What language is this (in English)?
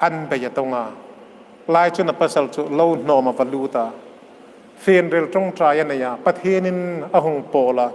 Hmar